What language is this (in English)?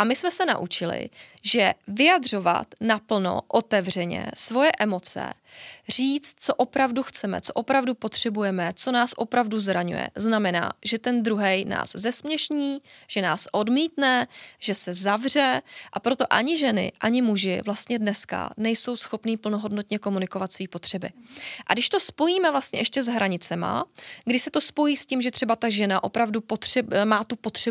Czech